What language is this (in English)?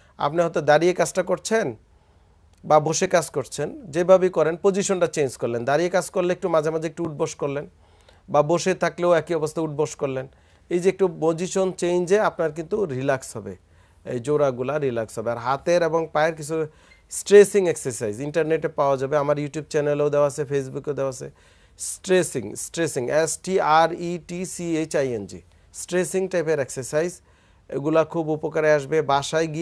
Bangla